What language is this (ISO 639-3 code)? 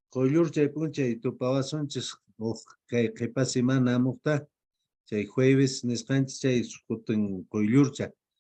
que